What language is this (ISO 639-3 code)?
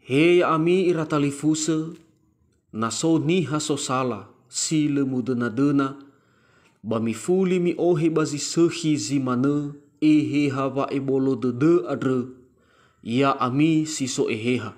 nia